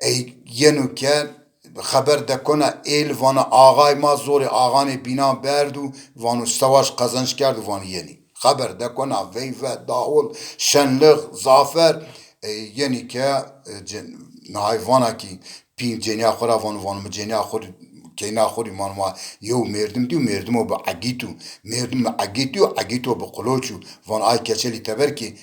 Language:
Zaza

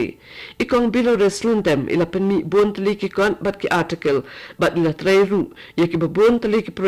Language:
Khasi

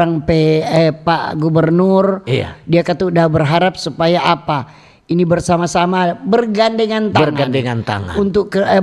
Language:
Manado Malay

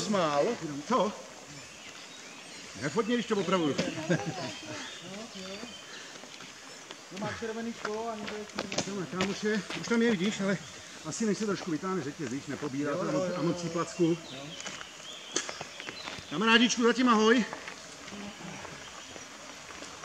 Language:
Czech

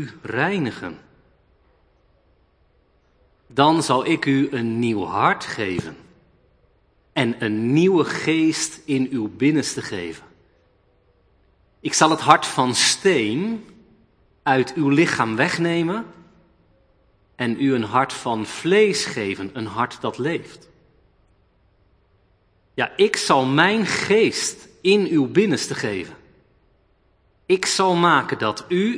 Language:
Dutch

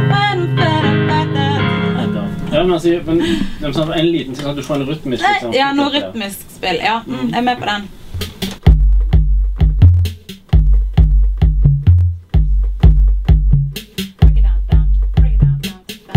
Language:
Norwegian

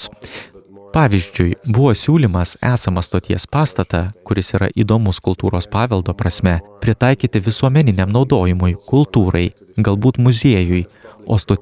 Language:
Lithuanian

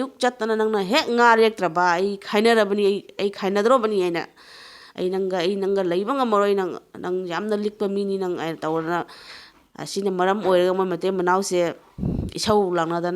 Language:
Manipuri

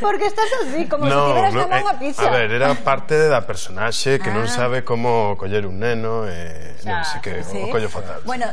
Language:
Galician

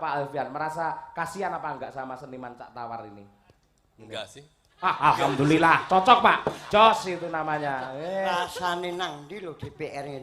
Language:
Javanese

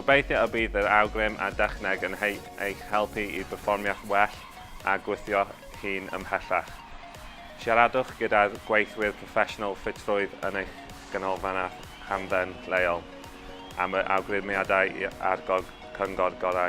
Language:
Welsh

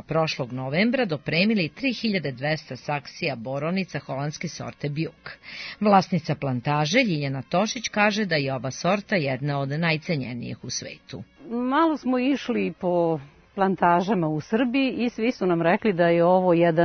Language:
Serbian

